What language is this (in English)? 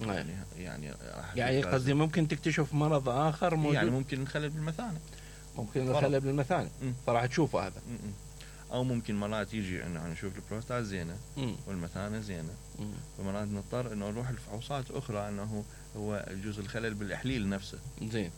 Mesopotamian Arabic